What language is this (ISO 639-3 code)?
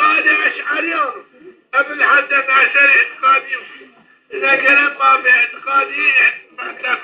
zza